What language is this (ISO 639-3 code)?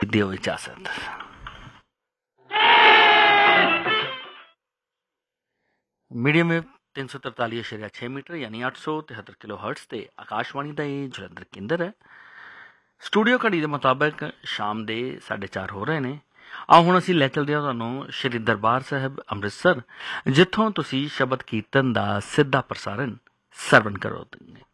pan